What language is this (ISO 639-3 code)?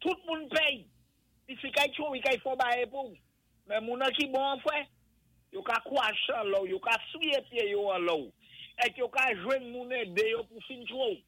acf